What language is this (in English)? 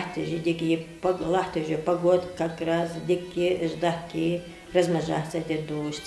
Ingush